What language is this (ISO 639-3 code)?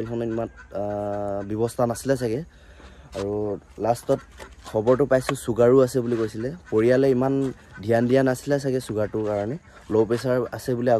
asm